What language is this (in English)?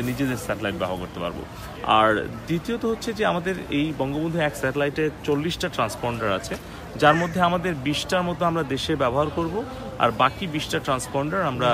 Bangla